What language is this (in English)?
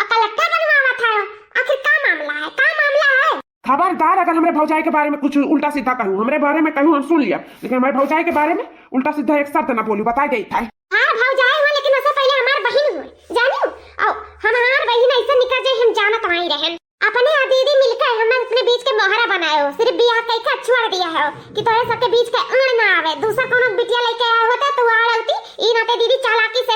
Awadhi